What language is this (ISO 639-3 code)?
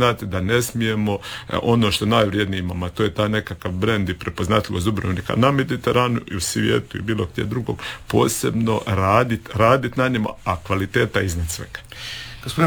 hrv